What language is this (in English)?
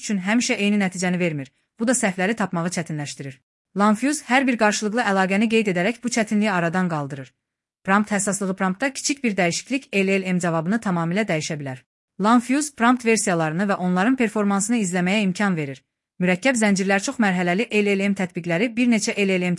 Azerbaijani